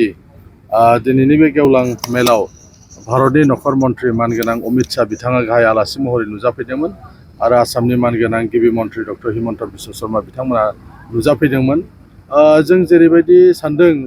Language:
Bodo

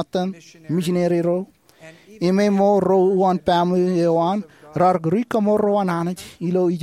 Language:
Marshallese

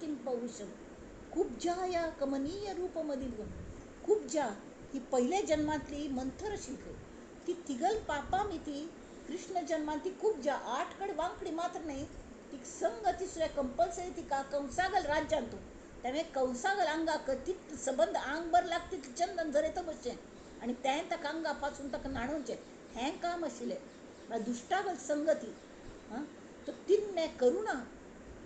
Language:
Konkani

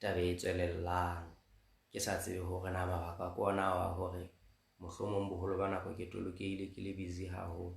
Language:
Southern Sotho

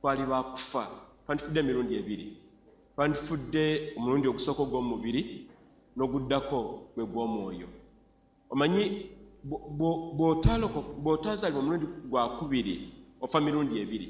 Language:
Ganda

